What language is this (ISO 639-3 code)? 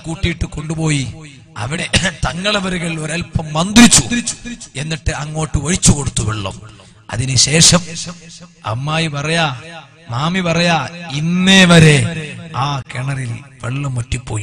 mal